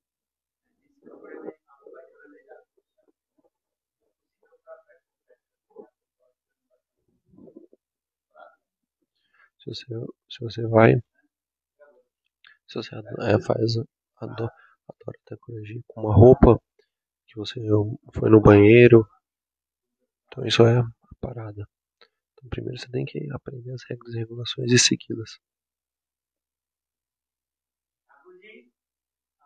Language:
Portuguese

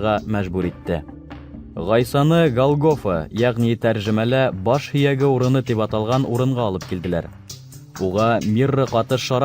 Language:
Bashkir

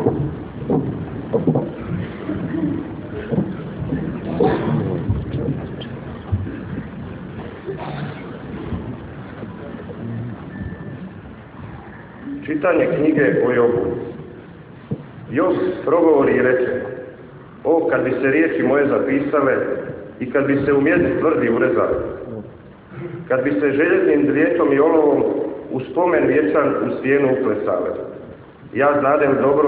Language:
Croatian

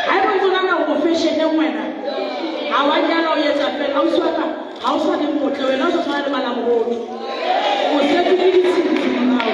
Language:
Southern Sotho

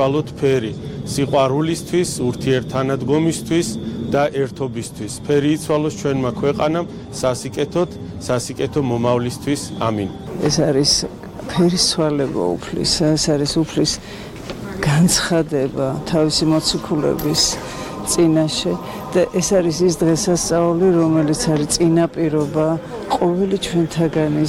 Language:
Georgian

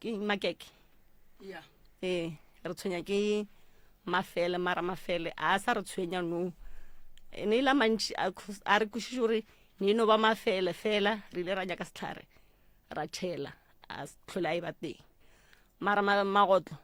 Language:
Northern Sotho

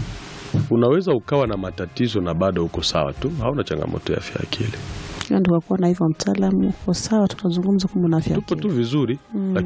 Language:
Swahili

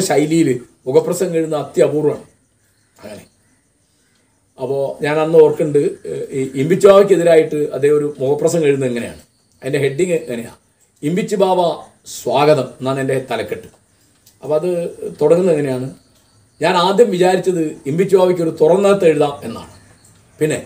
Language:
Malayalam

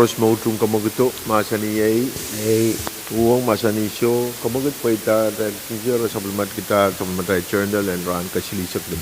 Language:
Pohnpeian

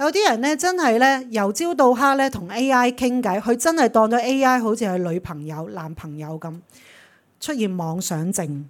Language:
Cantonese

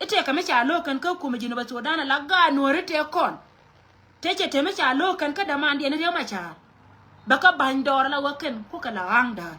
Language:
Nuer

